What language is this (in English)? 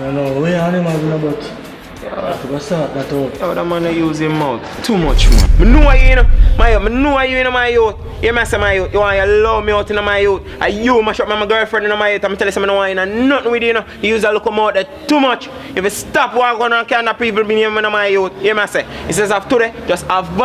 Jamaican Creole English